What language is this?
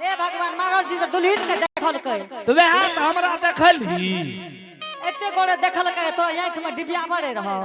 Angika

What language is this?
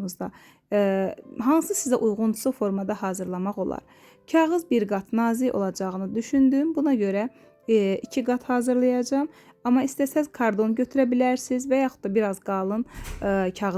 Azerbaijani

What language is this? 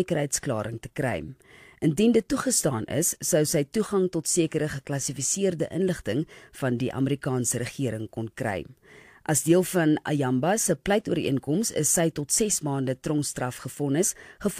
Afrikaans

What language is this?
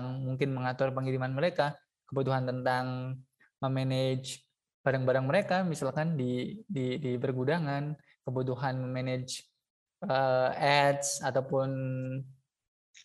Indonesian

